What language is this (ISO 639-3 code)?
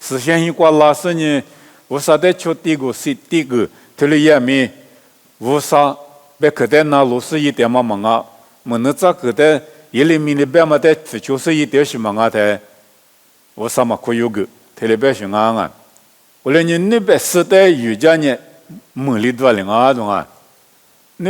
lis